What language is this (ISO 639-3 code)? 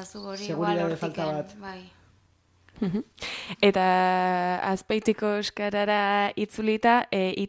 eus